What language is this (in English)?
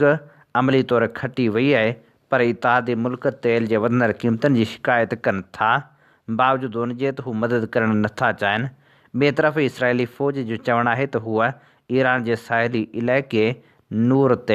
Sindhi